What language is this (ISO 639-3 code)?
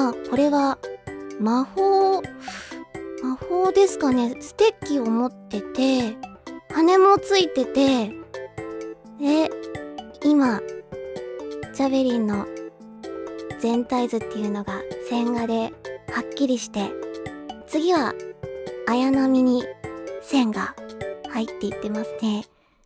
jpn